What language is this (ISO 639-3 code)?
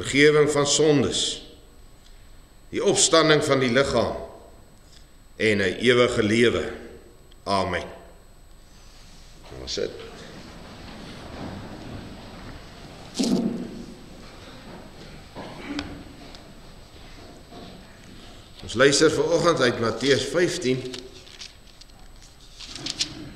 afr